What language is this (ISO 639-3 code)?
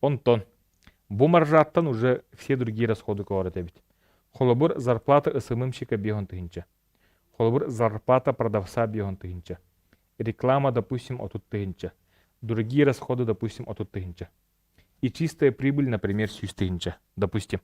sah